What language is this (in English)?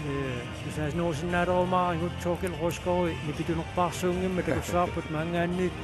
Kalaallisut